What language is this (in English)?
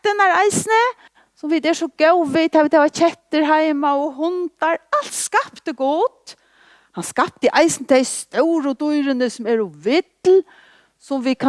Faroese